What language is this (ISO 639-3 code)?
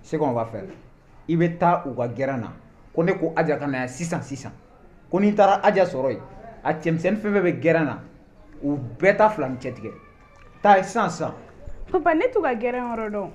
bam